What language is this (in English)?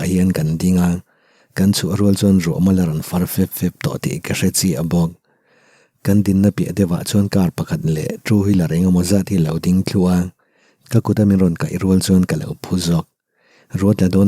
Mizo